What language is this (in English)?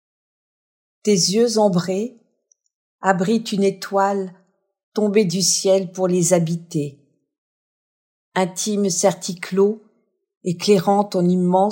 French